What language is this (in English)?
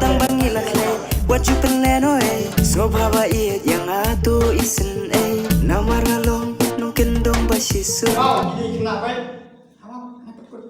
Khasi